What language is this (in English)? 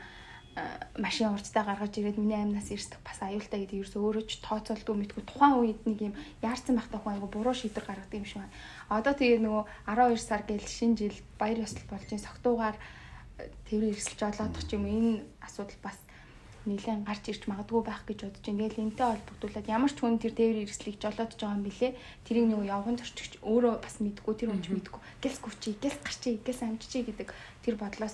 Mongolian